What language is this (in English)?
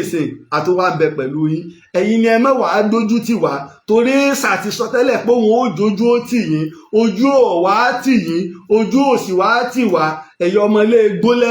Yoruba